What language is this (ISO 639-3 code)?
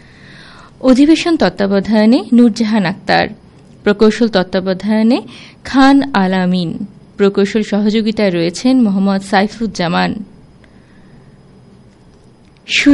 ben